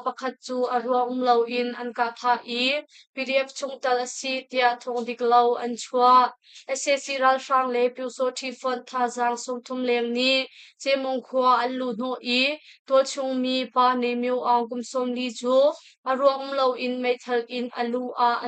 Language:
Hakha Chin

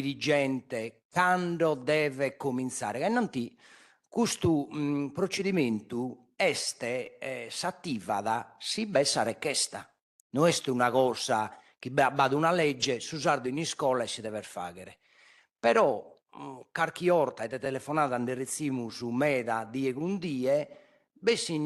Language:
Sardinian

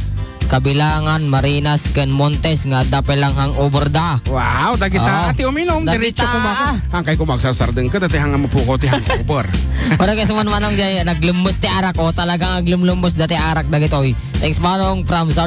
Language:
Iloko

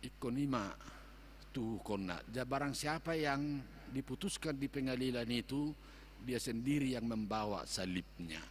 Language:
Batak Toba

